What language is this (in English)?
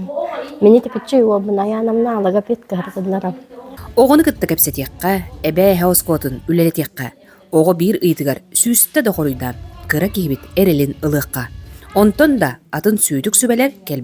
Yakut